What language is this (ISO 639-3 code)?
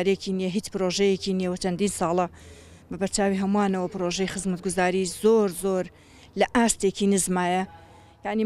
ckb